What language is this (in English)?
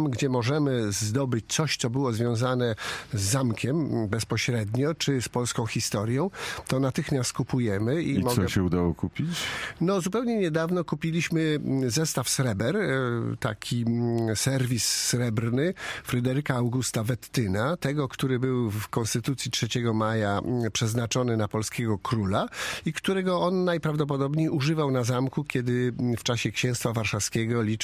Polish